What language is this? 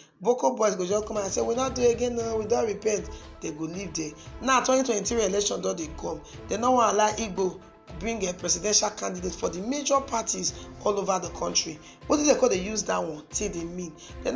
Nigerian Pidgin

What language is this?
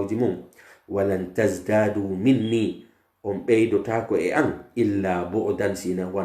Pular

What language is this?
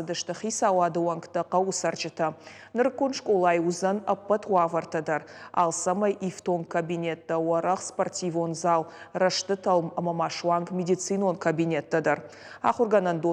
Ossetic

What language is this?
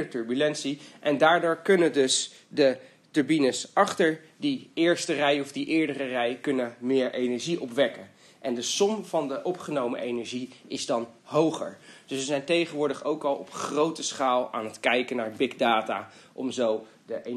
Dutch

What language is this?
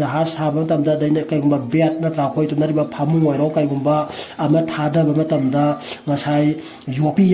Manipuri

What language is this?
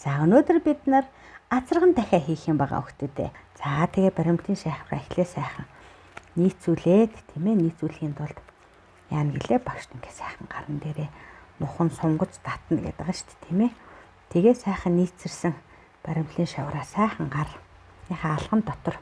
Mongolian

